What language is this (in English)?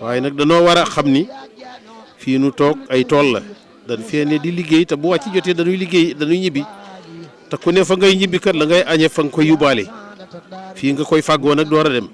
Wolof